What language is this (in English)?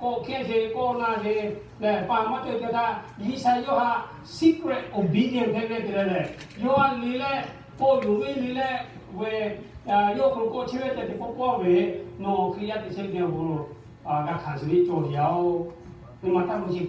Lahu